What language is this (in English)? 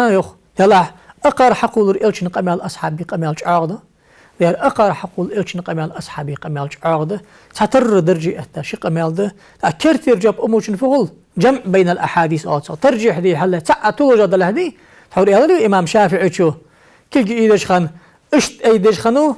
Ingush